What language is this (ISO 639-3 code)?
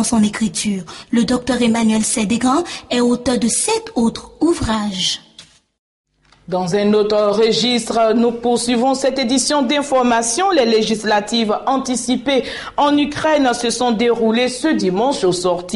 fra